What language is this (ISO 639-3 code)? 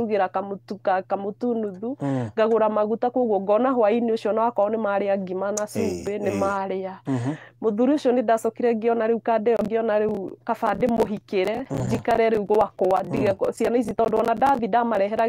kik